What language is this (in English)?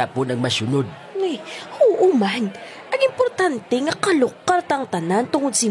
Hiligaynon